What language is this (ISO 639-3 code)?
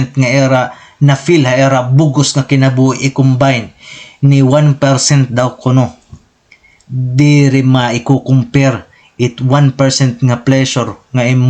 war